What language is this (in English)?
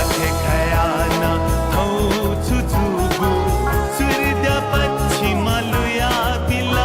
Newari